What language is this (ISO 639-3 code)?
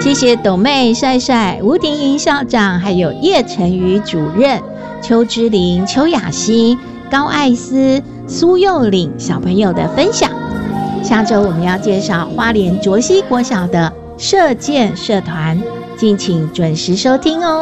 zho